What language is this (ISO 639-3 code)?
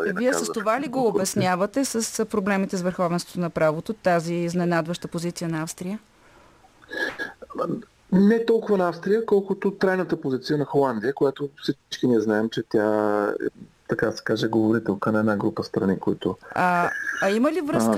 bul